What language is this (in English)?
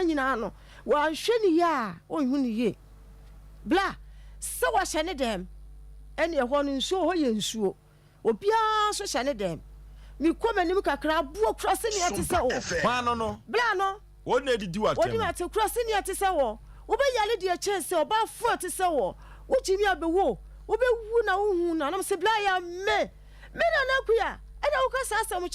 Akan